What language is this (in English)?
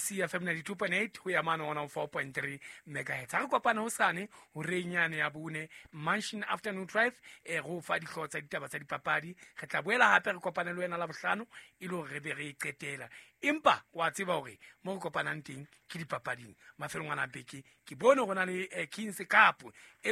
Southern Sotho